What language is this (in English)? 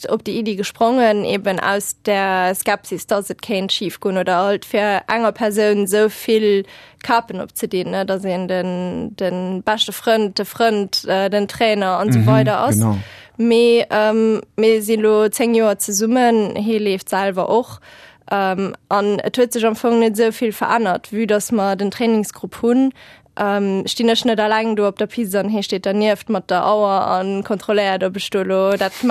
Luxembourgish